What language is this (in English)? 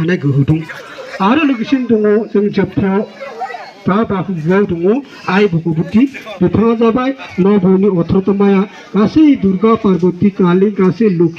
Bodo